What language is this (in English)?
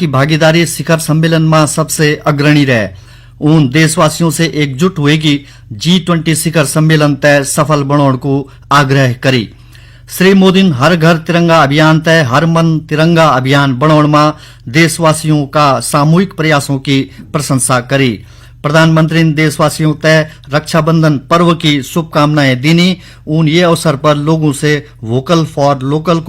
Garhwali